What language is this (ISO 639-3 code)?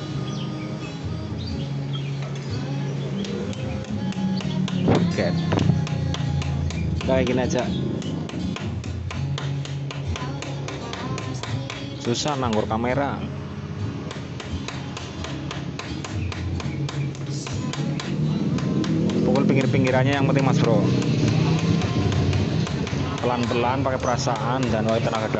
ind